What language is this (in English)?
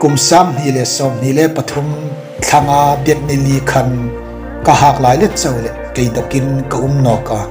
Hmar